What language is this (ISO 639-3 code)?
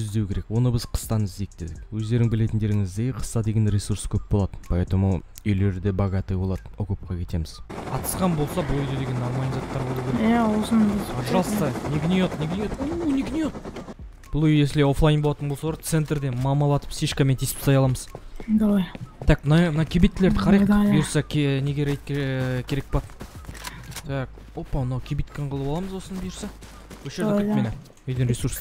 kaz